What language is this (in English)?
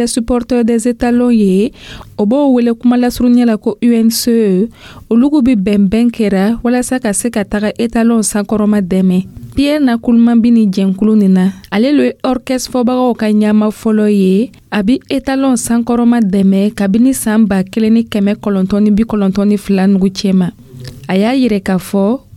Dyula